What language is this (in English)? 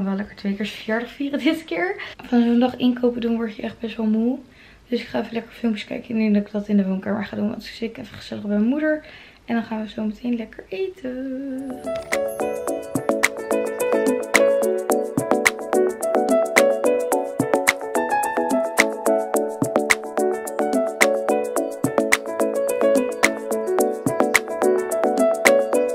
Dutch